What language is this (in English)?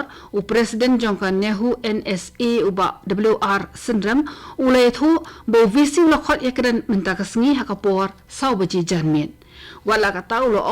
Khasi